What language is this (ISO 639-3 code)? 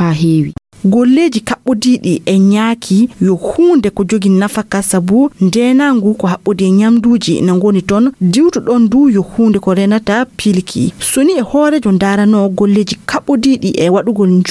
ful